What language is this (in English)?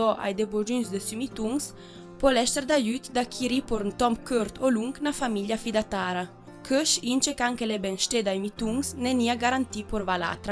Ladin